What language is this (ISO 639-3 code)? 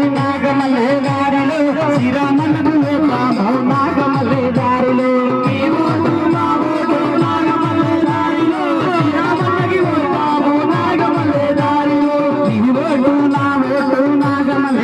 tel